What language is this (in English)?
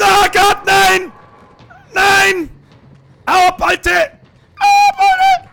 Bavarian